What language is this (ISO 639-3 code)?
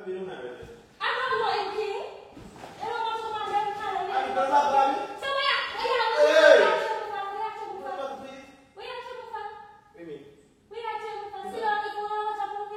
jam